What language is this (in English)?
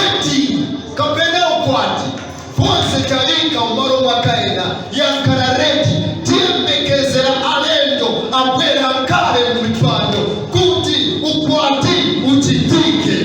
Nyanja